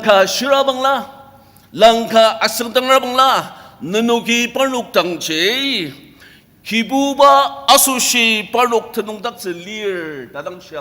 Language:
Ao Naga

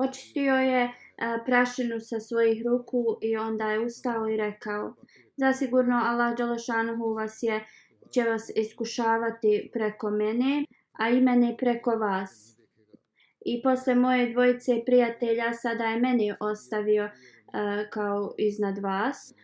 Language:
Bosnian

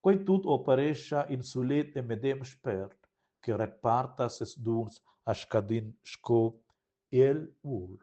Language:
Romansh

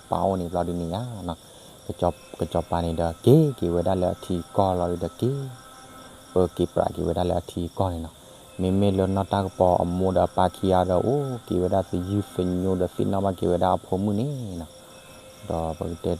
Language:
S'gaw Karen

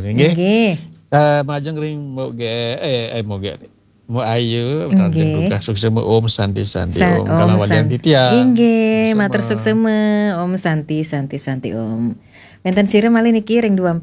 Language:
Balinese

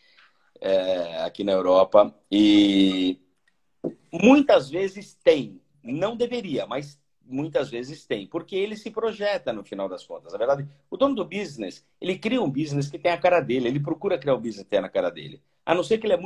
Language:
Portuguese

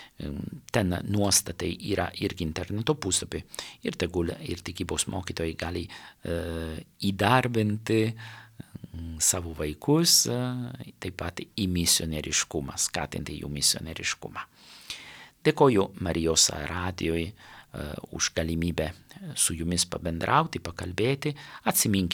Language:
Lithuanian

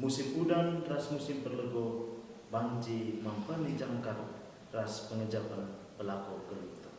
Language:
Batak Karo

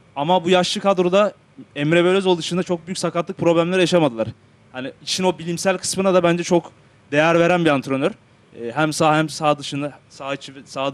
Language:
Turkish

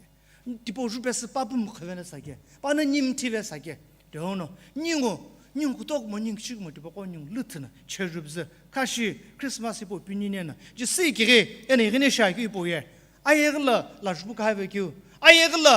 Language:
Sumi Naga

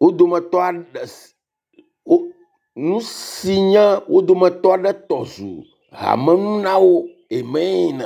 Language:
Ewe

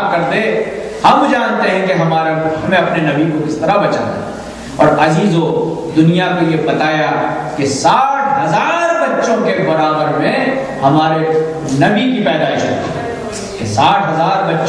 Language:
Urdu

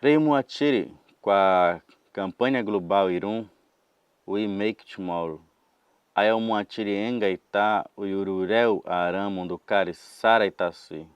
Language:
Nheengatu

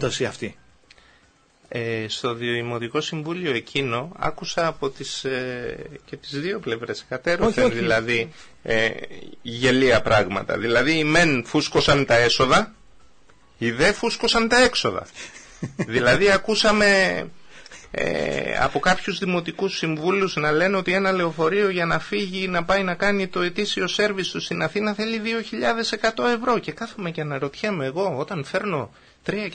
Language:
Greek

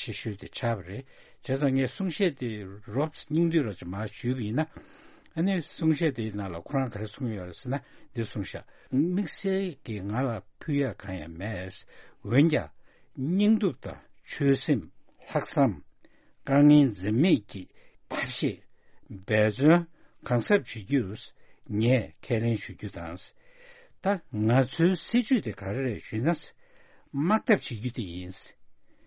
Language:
Tibetan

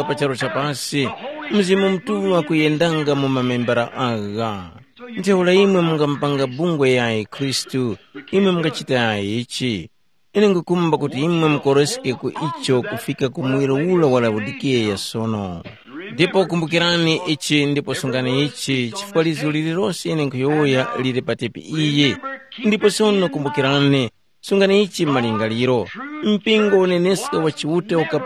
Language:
Tumbuka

